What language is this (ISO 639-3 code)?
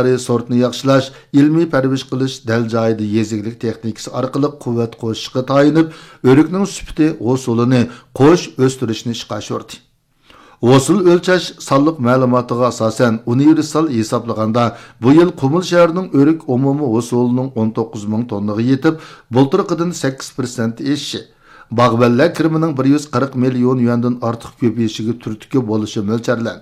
uig